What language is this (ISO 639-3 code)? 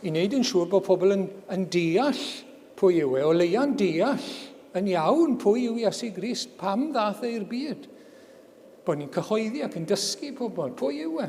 cym